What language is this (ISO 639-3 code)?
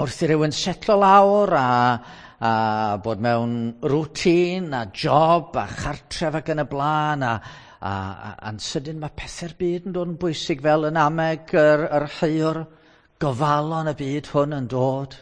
cym